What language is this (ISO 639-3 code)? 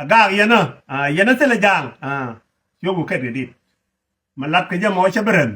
nus